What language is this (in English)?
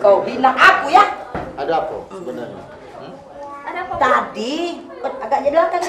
Musi